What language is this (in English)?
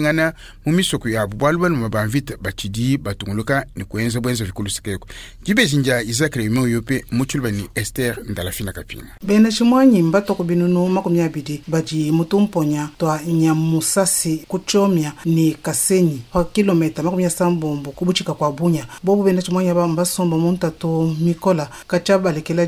Luba-Lulua